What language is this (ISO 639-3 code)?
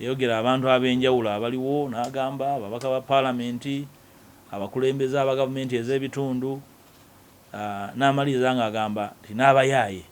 lug